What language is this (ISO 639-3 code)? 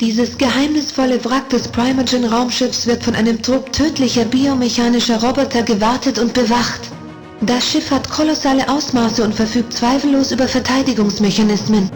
bar